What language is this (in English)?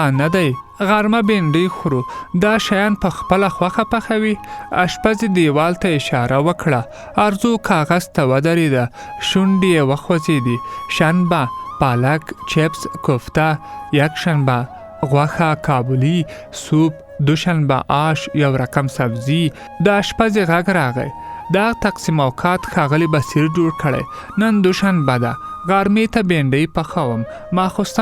Pashto